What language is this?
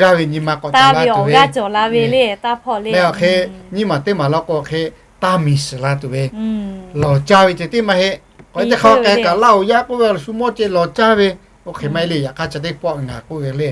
Lahu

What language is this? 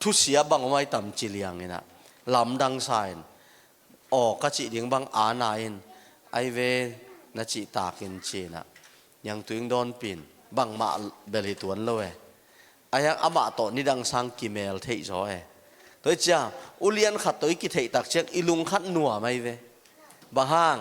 Tedim Chin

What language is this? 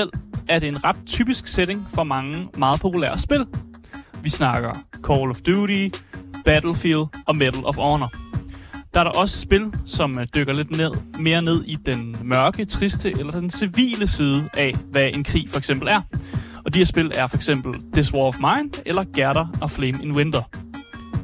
Danish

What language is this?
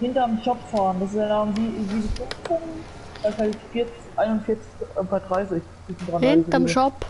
Bavarian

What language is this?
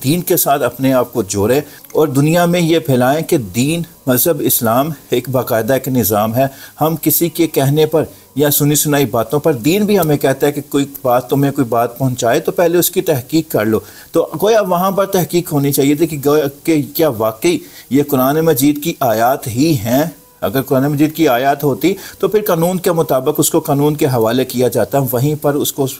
Urdu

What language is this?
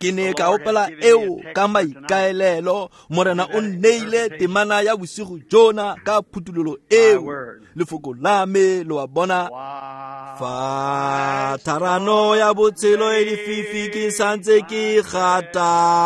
Tswana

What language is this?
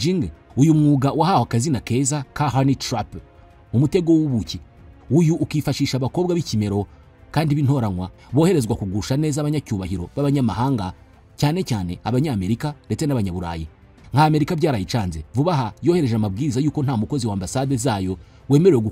Kinyarwanda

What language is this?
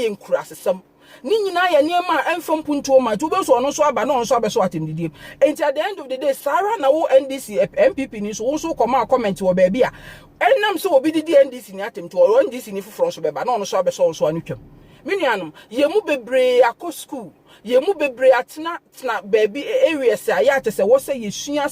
Akan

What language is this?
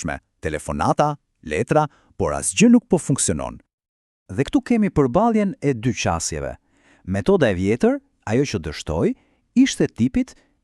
Albanian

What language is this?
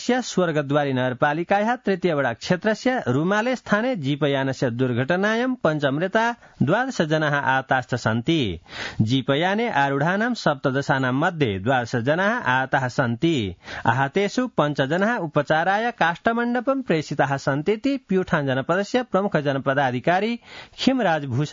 Sanskrit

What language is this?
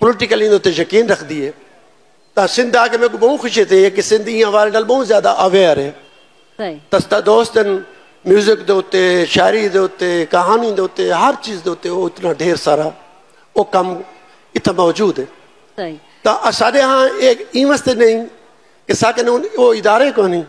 Saraiki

